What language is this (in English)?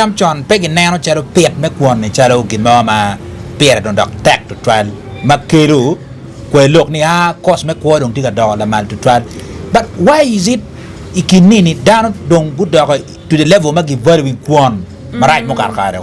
Acoli